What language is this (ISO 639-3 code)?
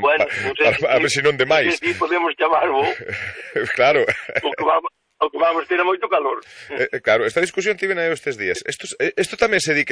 glg